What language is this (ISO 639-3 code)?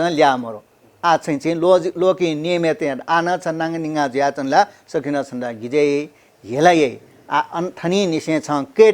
new